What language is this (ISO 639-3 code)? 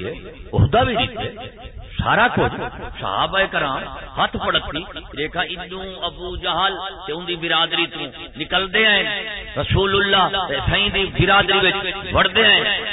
skr